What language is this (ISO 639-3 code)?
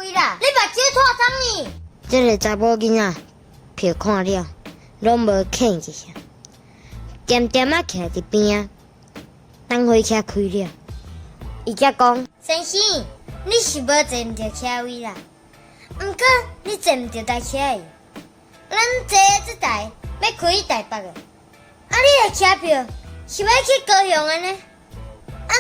nan